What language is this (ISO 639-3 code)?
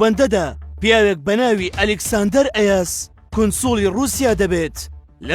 ckb